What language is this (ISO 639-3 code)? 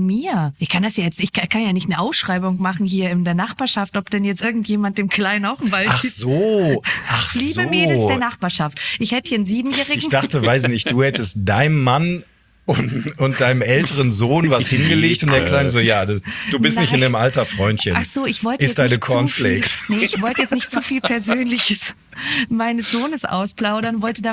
deu